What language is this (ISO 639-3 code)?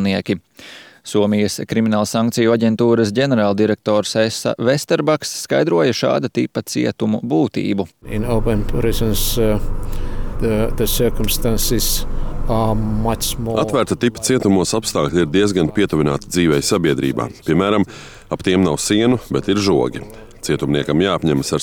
lav